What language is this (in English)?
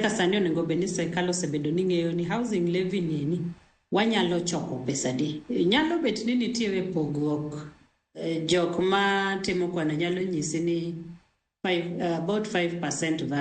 Luo (Kenya and Tanzania)